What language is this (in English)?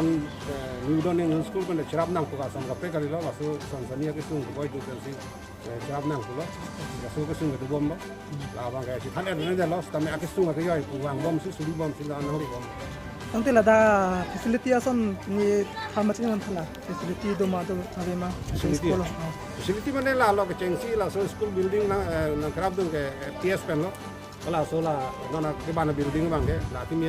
Karbi